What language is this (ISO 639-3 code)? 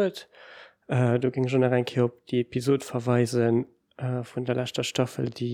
ltz